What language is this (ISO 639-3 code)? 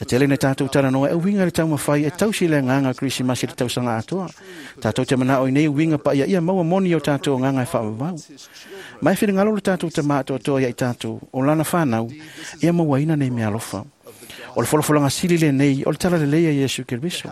smo